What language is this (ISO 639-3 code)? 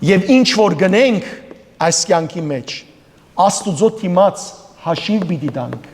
hyw